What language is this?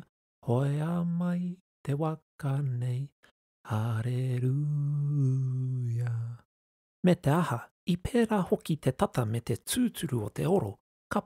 Māori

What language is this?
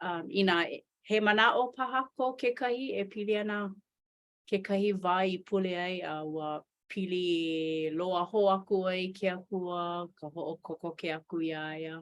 Hawaiian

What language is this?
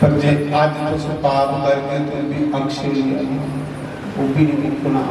Dogri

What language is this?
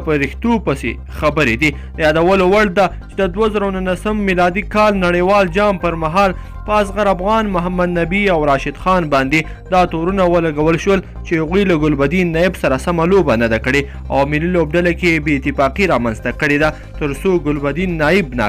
Pashto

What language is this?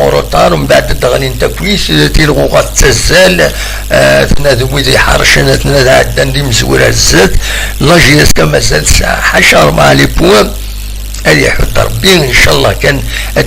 Kabyle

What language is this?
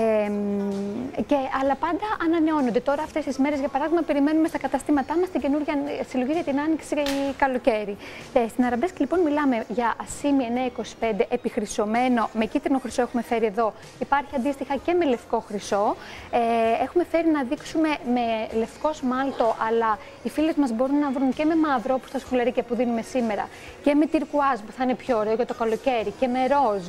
Greek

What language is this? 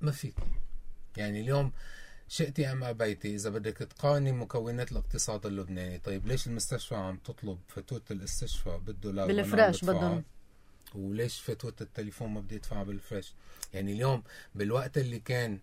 North Levantine Arabic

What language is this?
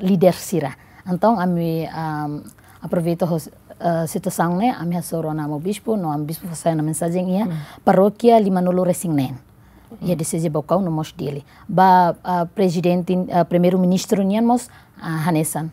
Tetum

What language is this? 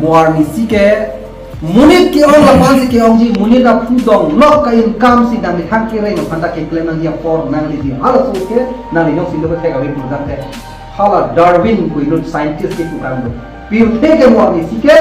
Karbi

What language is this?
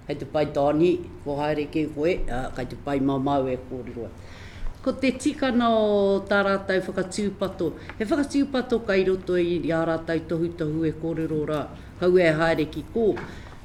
Māori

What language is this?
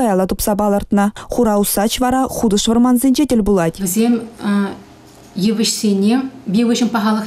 Chuvash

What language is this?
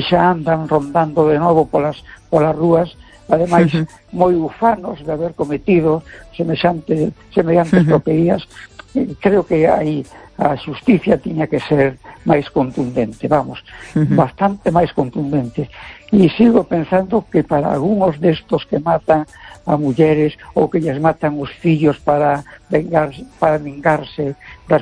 Galician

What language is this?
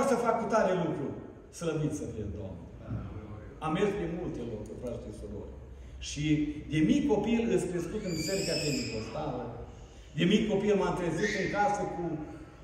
Romanian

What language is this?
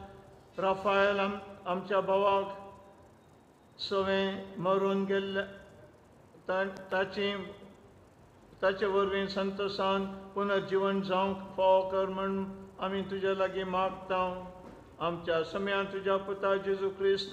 Konkani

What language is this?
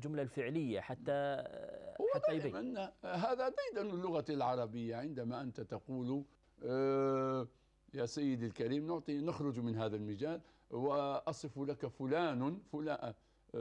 Arabic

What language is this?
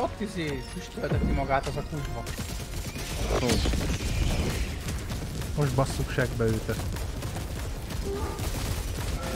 Hungarian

